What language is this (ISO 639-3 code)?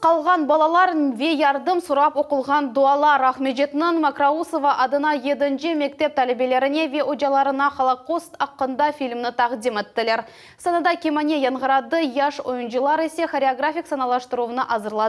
crh